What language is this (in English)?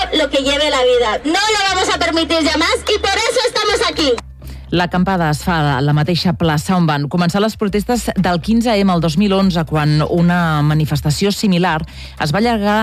Catalan